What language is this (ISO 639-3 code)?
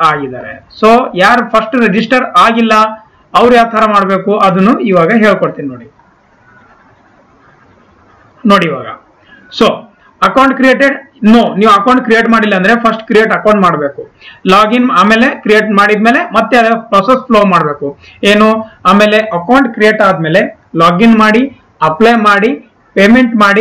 kan